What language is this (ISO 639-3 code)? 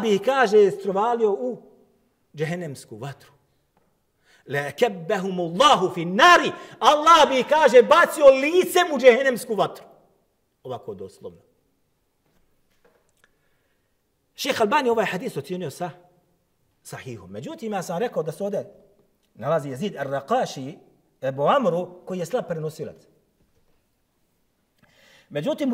bos